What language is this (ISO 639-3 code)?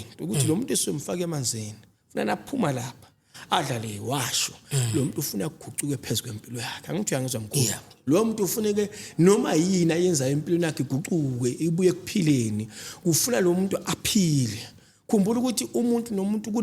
zul